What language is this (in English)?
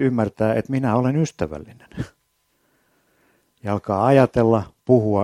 Finnish